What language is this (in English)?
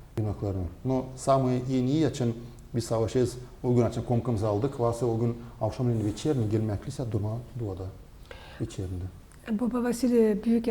Gagauz